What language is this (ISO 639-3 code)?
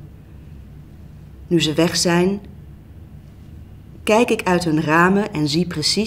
nld